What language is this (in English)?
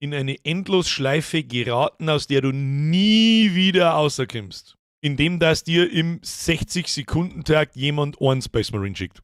Bavarian